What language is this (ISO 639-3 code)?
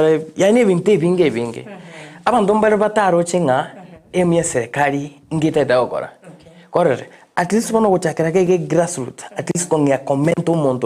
guz